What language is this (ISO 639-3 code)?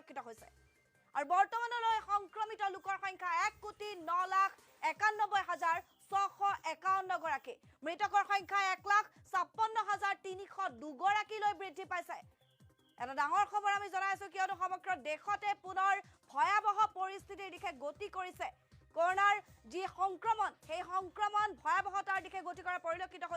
asm